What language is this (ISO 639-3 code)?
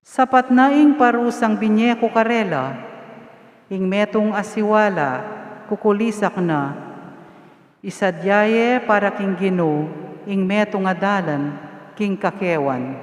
pam